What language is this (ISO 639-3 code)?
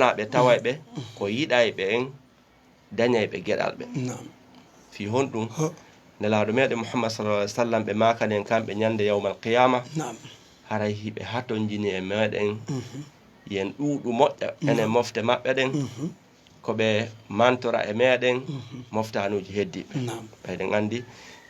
ful